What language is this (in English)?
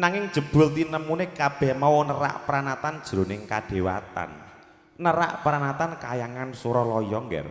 Javanese